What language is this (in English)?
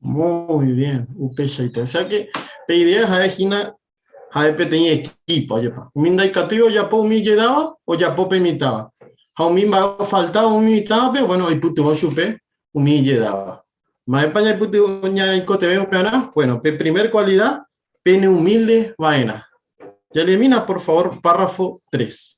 Guarani